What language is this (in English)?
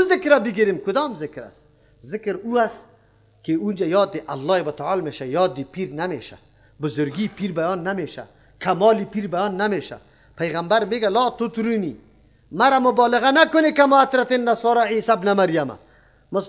Persian